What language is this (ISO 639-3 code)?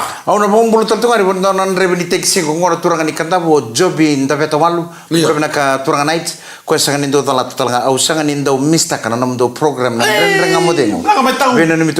fij